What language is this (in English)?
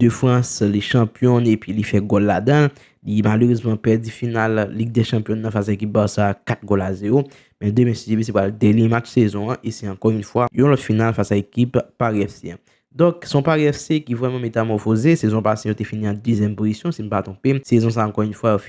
Haitian Creole